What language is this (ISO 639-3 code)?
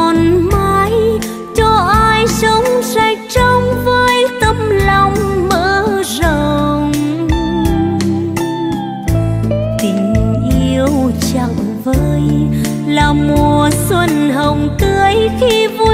vie